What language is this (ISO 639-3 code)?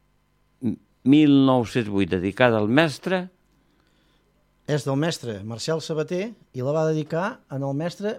cat